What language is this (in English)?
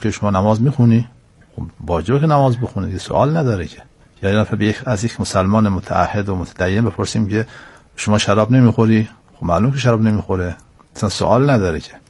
Persian